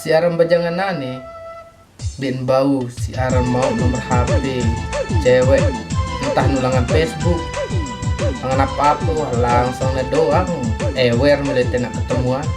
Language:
Sasak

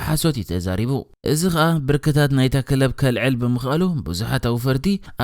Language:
Tigrinya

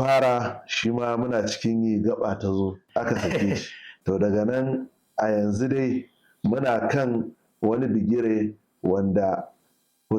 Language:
Hausa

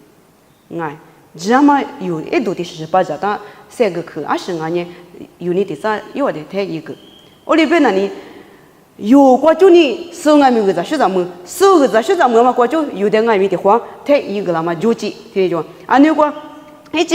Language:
Lisu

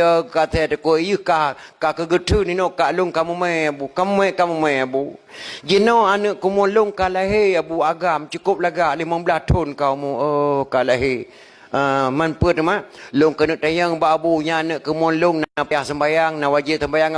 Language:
Achinese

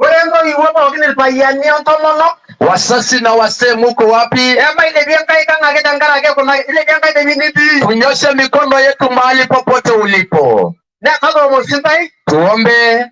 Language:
Masai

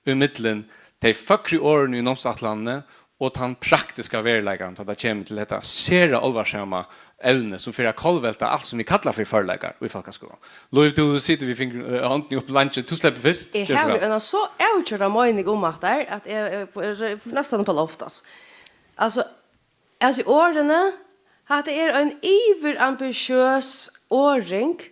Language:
Faroese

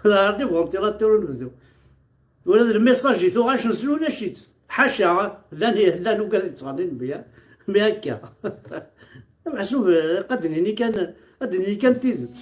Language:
Kabyle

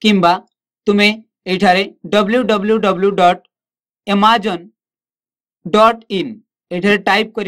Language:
Odia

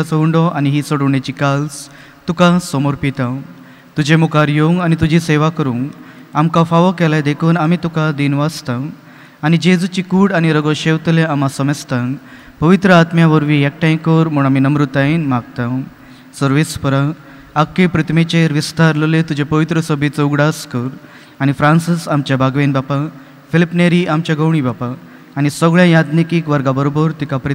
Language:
Konkani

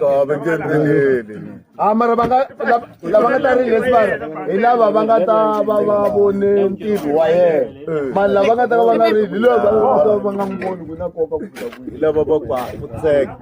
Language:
Tsonga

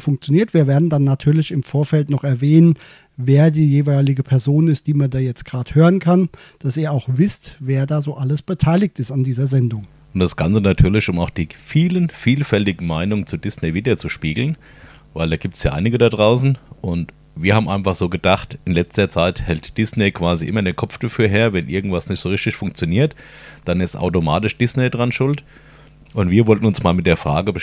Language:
German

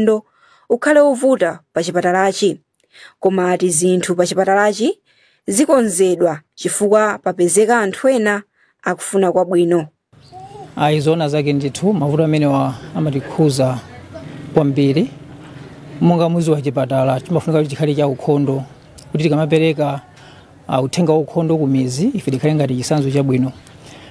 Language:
Nyanja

